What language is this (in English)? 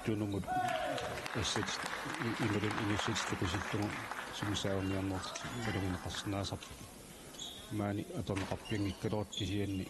Kalaallisut